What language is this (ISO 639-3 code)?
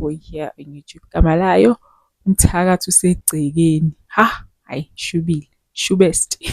zul